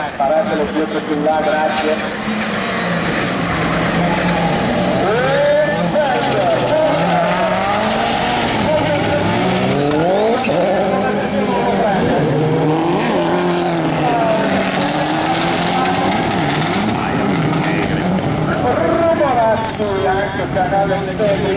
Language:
Italian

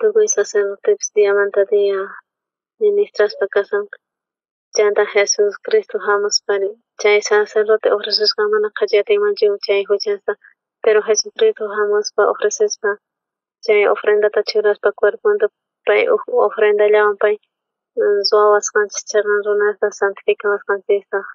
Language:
South Bolivian Quechua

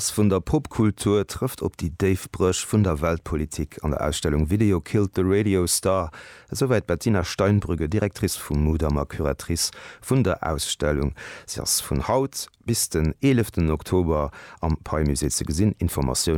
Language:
Luxembourgish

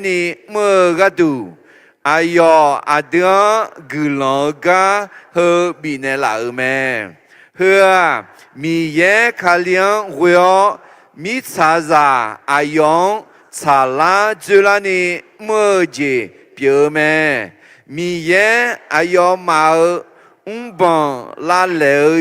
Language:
Akha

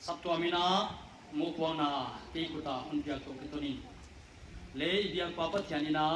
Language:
Paite Chin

